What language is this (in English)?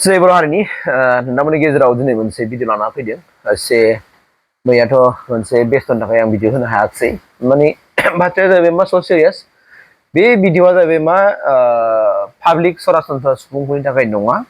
Bodo